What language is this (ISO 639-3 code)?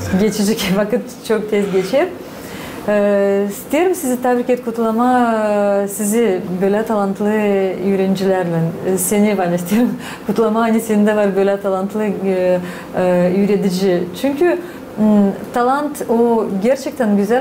gag